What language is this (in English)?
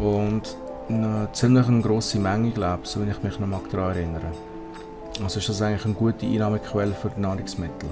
Swiss German